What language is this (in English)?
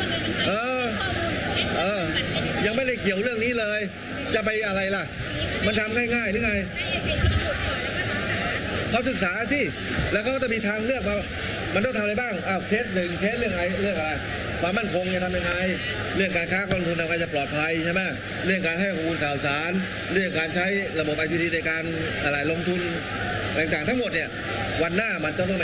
Thai